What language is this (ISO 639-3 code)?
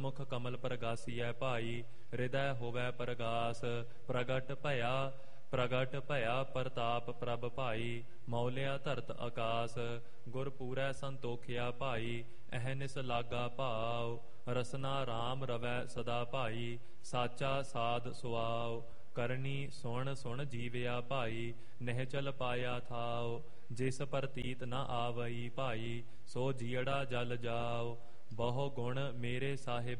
pan